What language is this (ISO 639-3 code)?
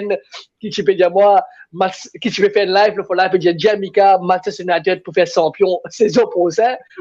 mfe